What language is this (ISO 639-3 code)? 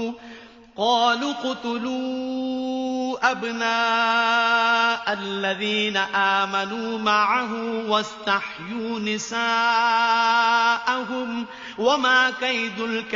ara